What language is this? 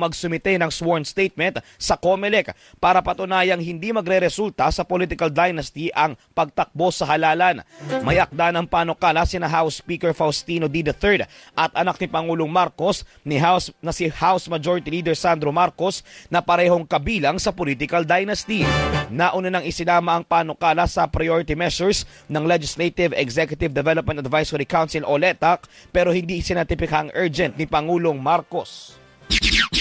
Filipino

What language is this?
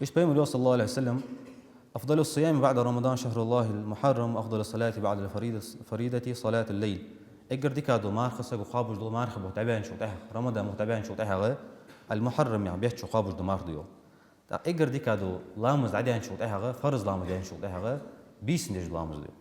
Ingush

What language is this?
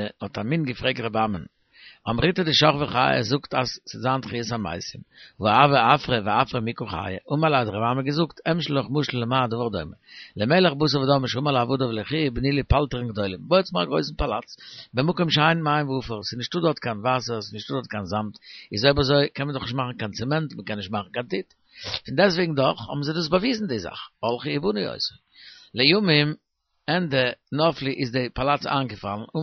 Yiddish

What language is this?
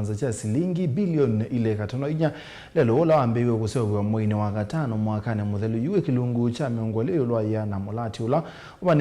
Kamba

